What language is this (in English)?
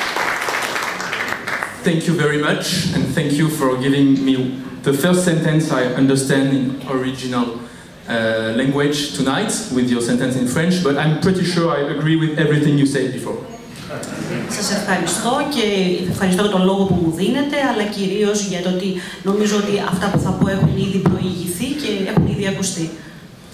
Greek